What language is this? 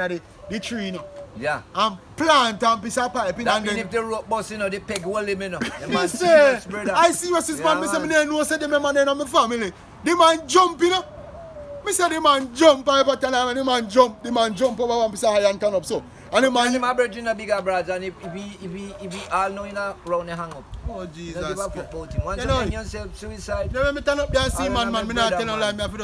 Jamaican Creole English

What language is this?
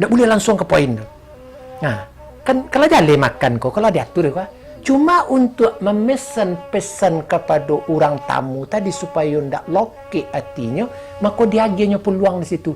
Minangkabau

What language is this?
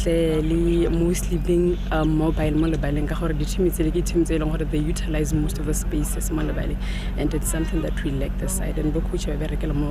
Tswana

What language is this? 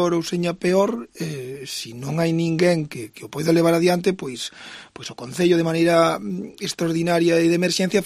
Galician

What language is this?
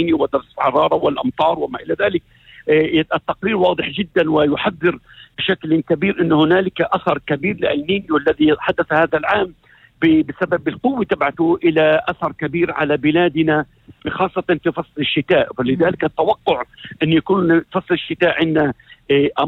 North Levantine Arabic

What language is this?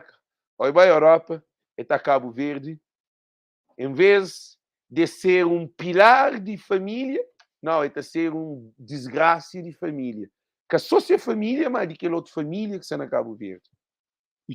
Kabuverdianu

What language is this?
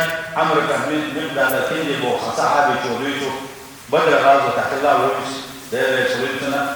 Chechen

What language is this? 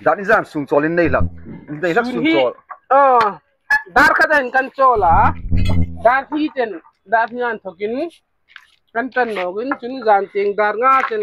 Hmar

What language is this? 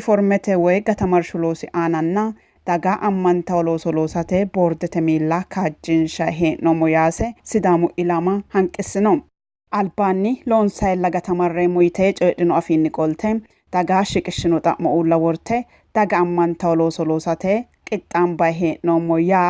Sidamo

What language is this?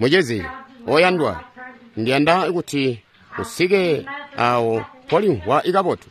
Tonga (Zambia)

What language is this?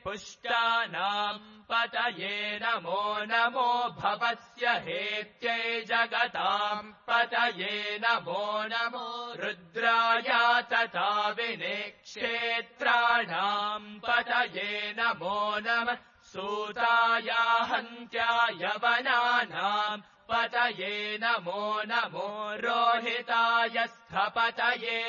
Sanskrit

